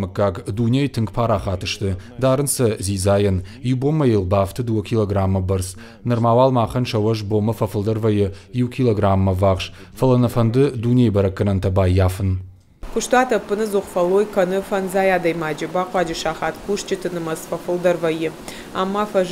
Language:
Ossetic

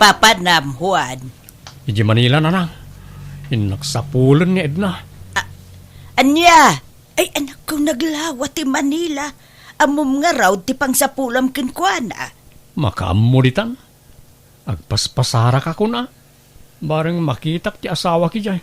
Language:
Iloko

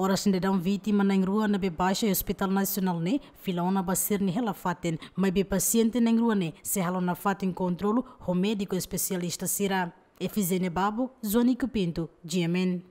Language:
Tetum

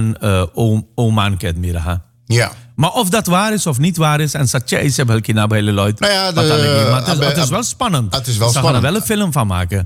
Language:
Dutch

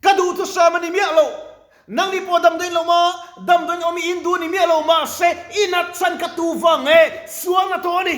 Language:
Mizo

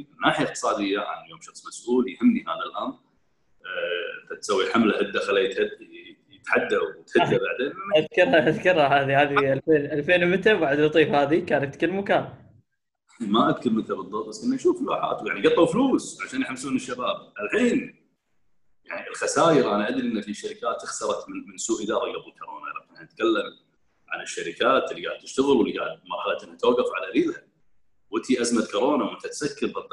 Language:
Gulf Arabic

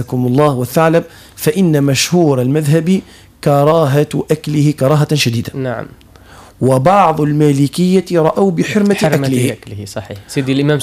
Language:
Arabic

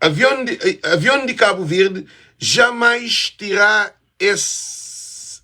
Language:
Kabuverdianu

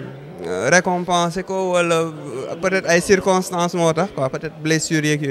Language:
Wolof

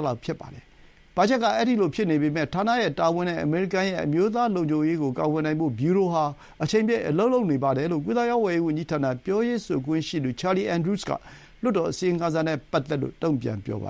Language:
Burmese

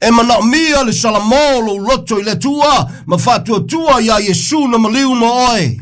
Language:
Samoan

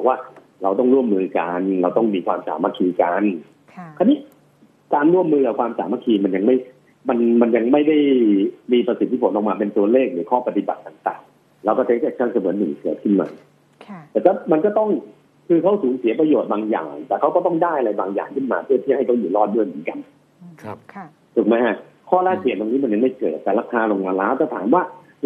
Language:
Thai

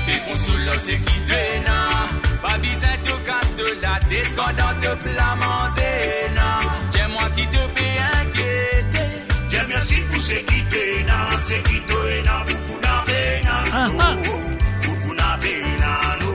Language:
Morisyen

